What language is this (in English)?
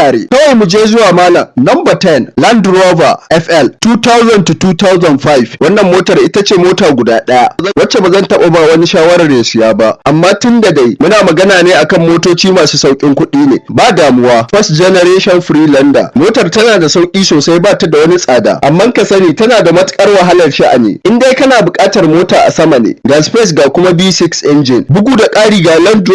Hausa